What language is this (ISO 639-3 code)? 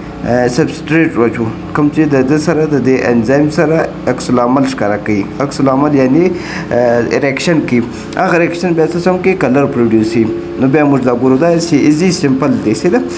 pus